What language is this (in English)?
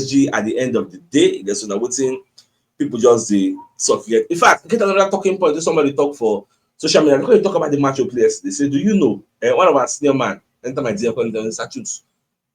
Nigerian Pidgin